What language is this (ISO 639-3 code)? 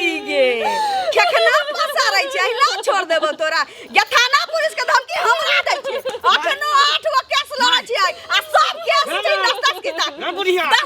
mai